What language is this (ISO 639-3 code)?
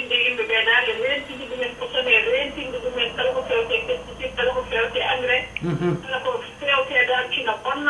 ful